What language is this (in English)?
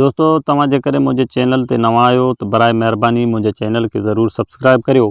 Sindhi